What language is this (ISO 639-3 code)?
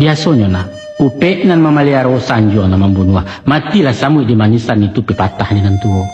min